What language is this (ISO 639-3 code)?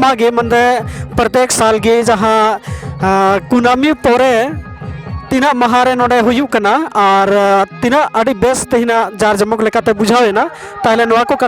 sat